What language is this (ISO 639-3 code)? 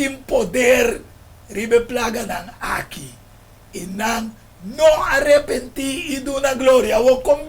pap